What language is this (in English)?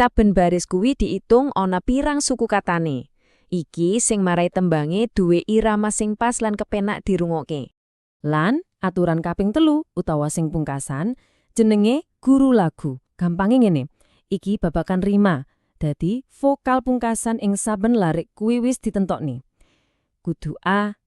Javanese